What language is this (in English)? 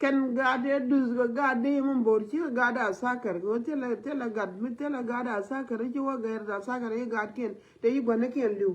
Nuer